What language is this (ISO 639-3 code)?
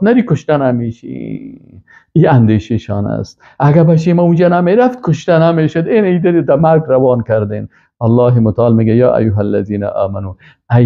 fas